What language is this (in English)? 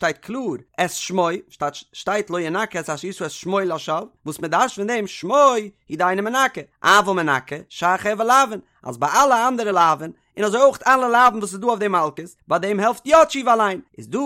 Yiddish